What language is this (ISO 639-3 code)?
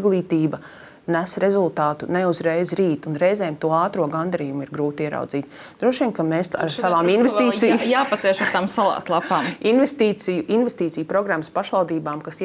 lav